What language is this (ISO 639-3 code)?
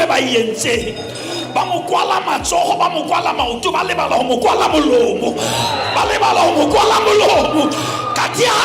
sot